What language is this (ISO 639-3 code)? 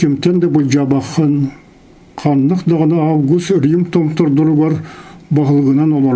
sah